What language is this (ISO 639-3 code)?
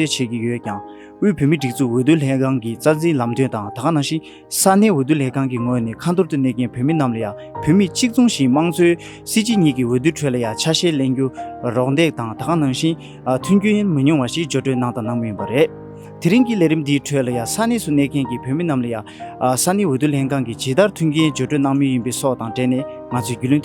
bod